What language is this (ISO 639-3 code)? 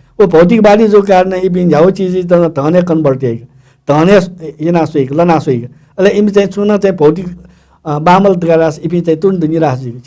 new